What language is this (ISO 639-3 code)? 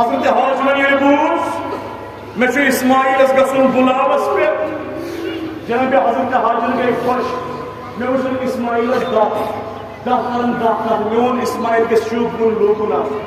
kas